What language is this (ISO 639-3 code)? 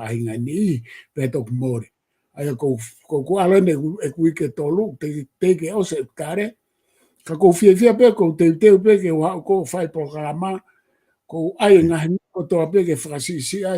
ton